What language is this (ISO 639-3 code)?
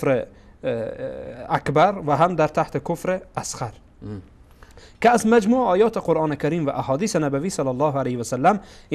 fas